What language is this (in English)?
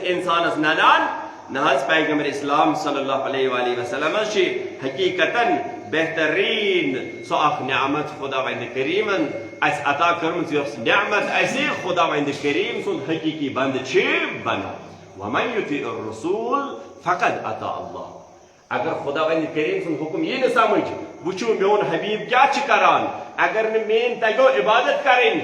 Kashmiri